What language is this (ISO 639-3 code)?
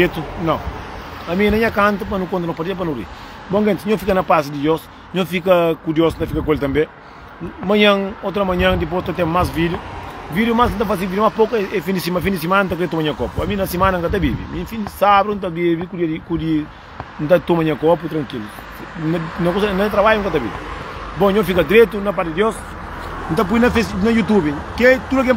kea